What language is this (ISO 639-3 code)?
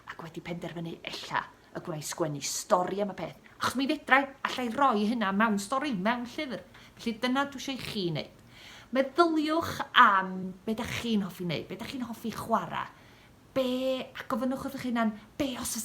cym